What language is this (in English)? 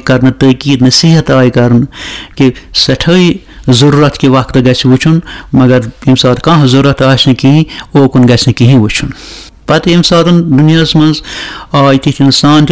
Kashmiri